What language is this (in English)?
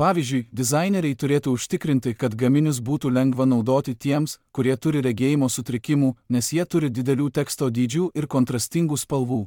Lithuanian